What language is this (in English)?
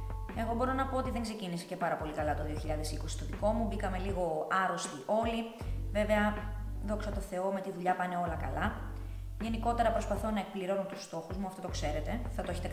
Greek